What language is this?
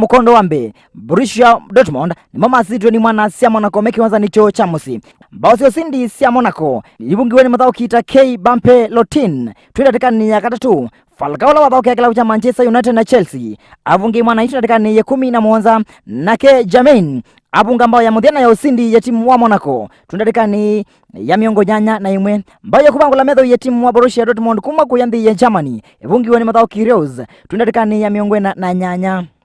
Kamba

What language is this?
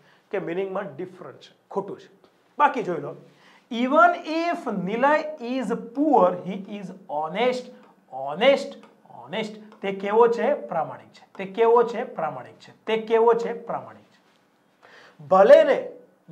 Gujarati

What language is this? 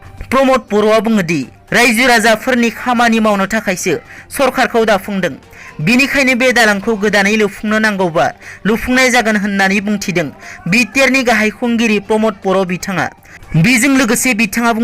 Bodo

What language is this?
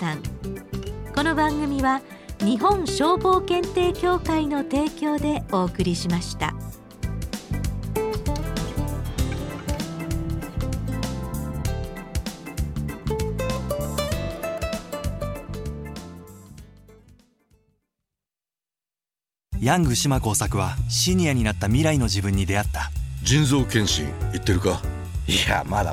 Japanese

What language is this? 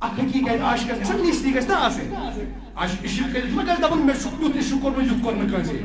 Kashmiri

